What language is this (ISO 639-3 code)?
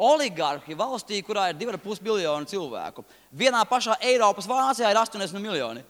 lav